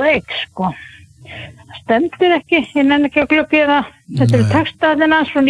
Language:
Icelandic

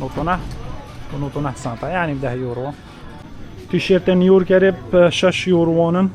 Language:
Kurdish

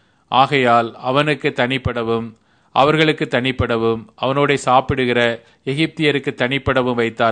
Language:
Tamil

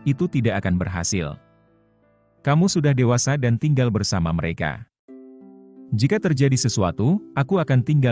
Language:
Indonesian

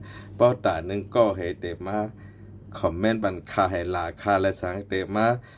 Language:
Shan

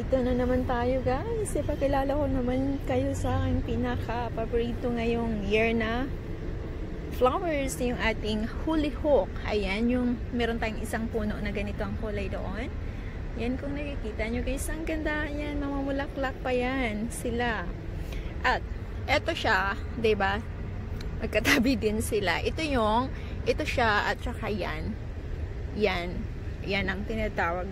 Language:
Filipino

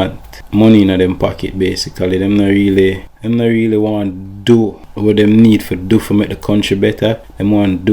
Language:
Jamaican Creole English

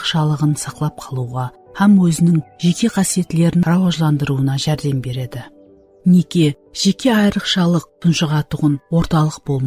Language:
Kara-Kalpak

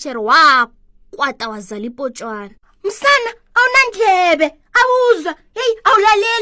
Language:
South Ndebele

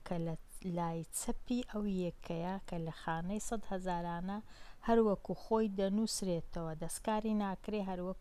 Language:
Central Kurdish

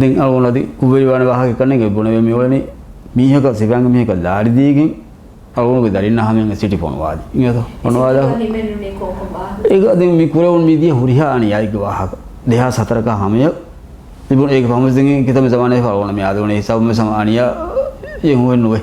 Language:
Divehi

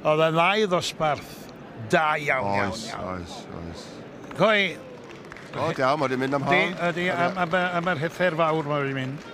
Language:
Welsh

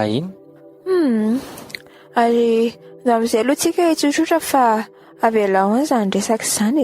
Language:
Malagasy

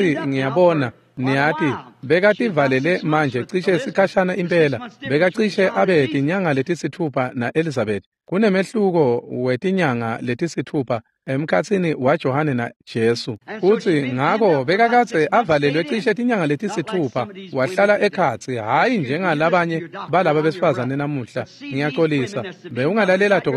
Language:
Swati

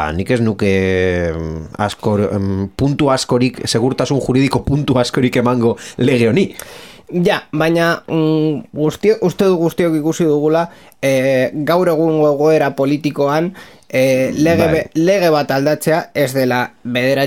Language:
Basque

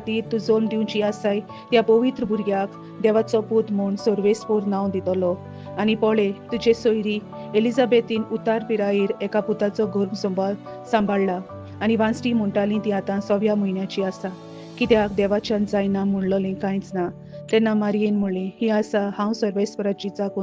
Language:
Konkani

